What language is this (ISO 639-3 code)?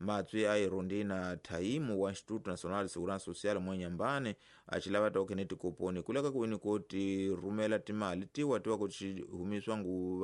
tso